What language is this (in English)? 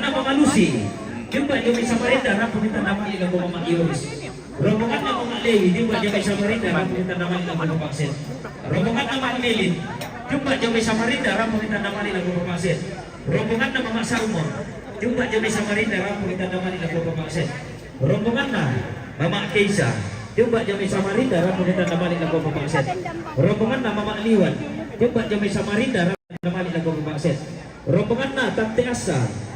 Toraja-Sa'dan